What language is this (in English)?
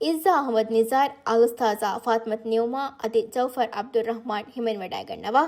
Divehi